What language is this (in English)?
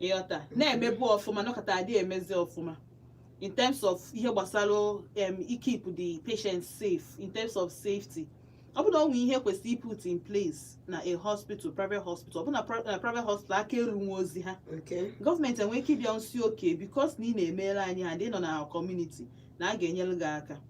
Igbo